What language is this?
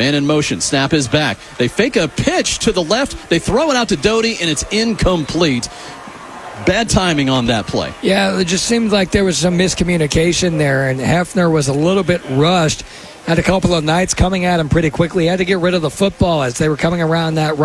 English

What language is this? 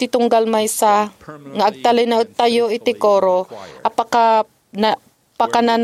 Iloko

